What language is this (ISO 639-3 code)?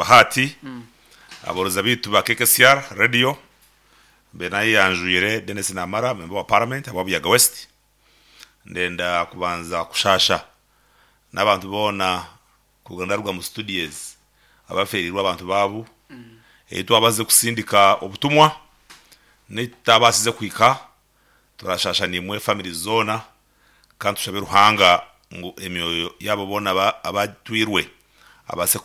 nyn